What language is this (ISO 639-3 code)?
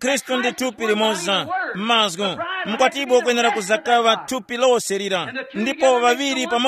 tum